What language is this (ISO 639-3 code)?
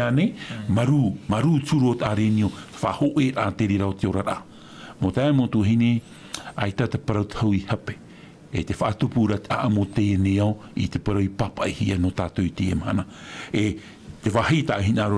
tah